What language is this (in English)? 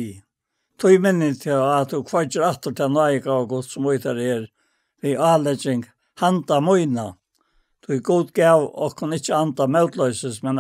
Faroese